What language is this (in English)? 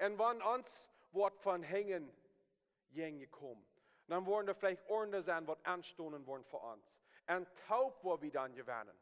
Plautdietsch